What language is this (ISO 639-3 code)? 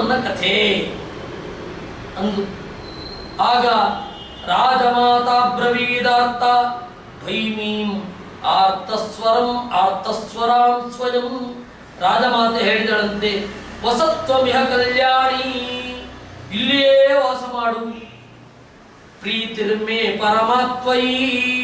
kan